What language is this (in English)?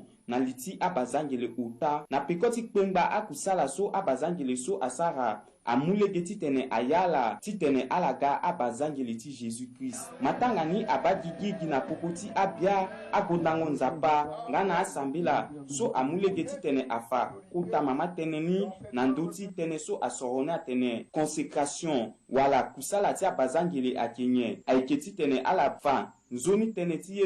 Sango